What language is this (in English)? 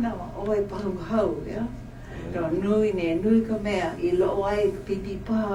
Hawaiian